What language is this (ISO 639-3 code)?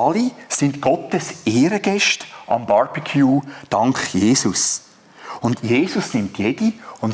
gsw